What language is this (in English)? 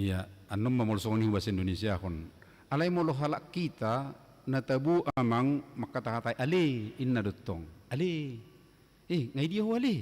Batak Toba